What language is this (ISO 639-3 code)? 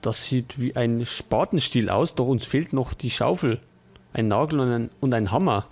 bar